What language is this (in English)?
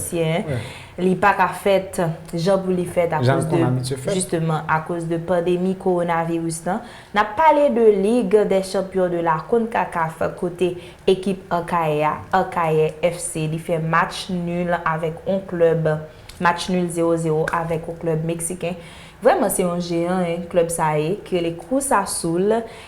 Haitian Creole